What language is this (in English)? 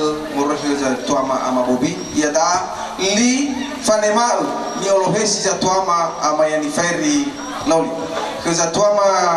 Nias